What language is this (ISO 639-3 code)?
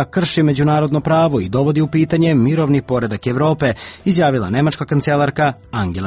srp